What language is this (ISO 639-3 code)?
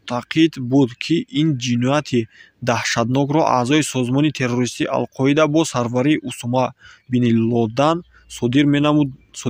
tgk